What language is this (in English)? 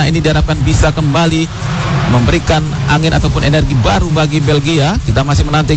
Indonesian